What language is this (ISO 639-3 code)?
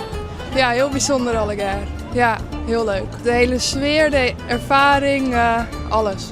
fry